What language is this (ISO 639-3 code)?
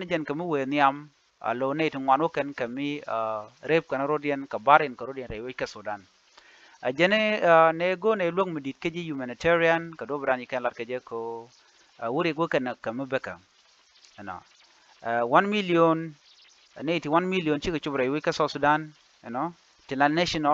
nus